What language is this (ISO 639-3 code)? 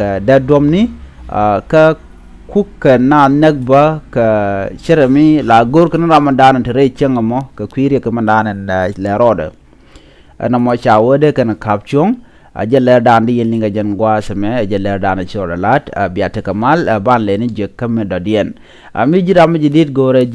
nus